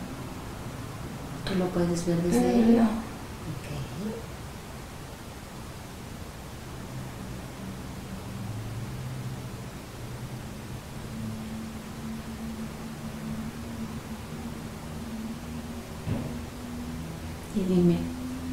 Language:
Spanish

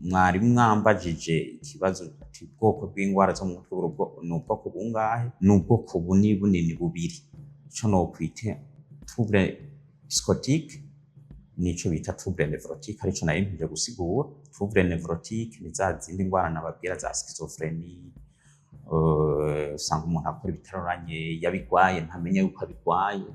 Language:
Rundi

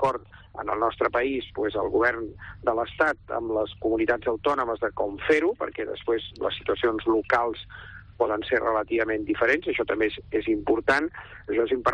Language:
Catalan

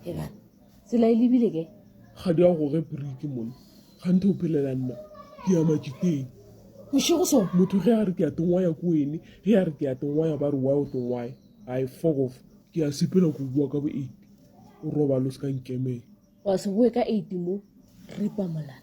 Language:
Northern Sotho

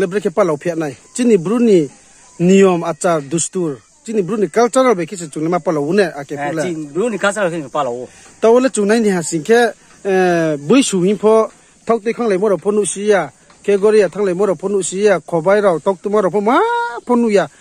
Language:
Riang (India)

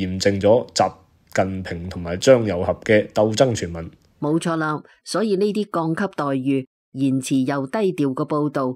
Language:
Cantonese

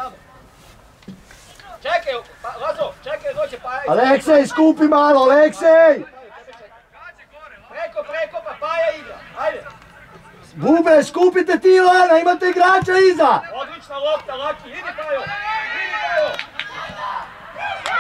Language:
Serbian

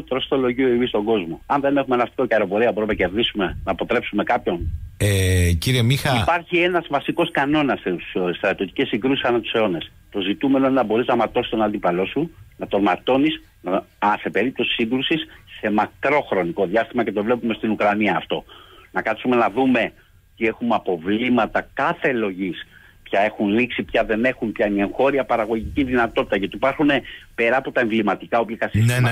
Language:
Greek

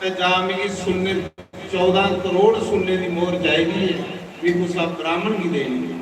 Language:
Dogri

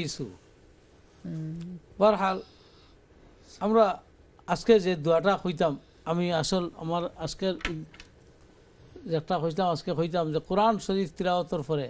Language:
Bangla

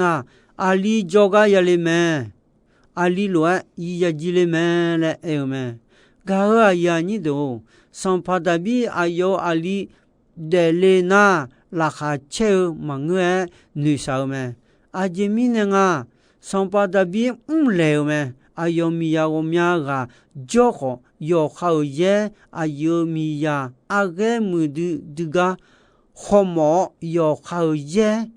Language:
Akha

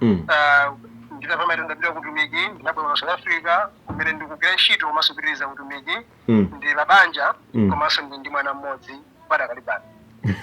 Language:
Nyanja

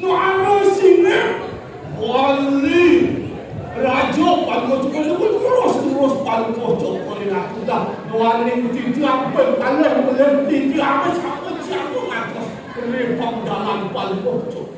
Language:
Balinese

